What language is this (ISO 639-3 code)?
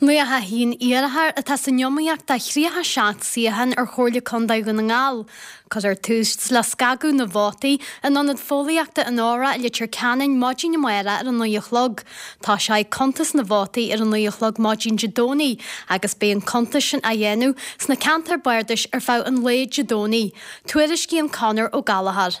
gle